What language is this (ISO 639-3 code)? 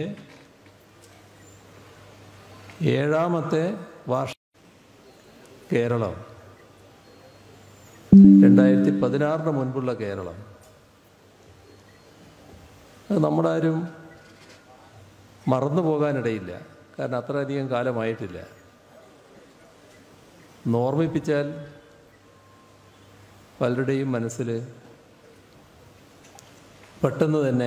mal